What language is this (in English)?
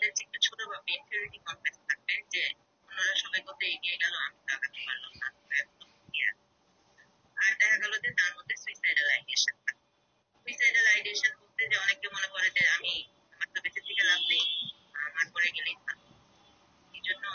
Bangla